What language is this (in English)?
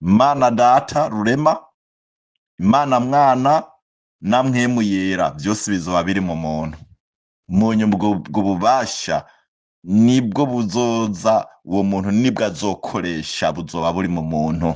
Rundi